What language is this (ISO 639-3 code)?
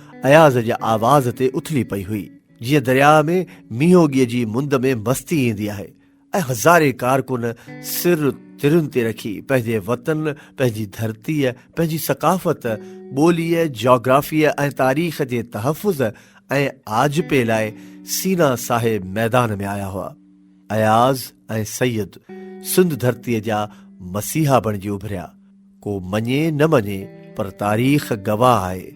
snd